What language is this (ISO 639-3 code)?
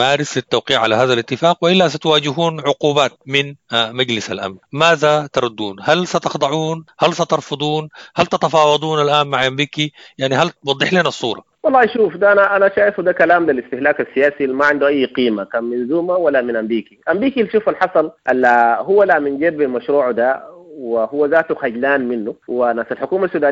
apd